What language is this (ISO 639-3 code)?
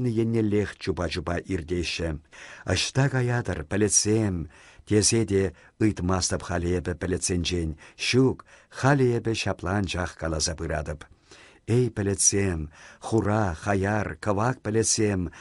chv